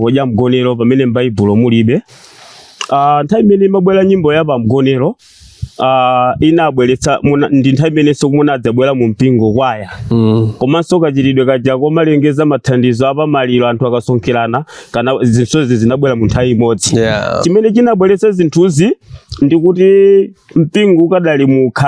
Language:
Nyanja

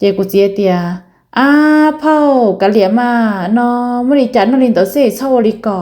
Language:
Hmong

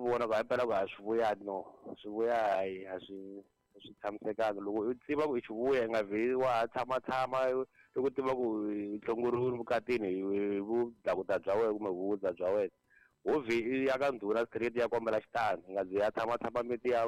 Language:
Tsonga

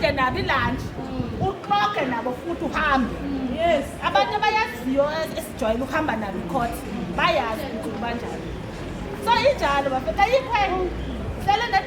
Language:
Zulu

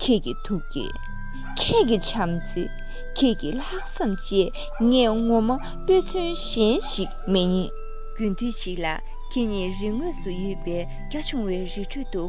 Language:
Tibetan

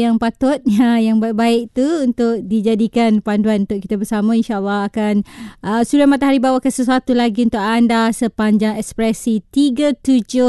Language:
Malay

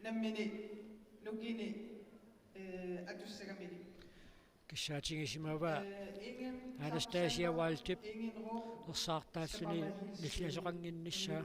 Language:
Kalaallisut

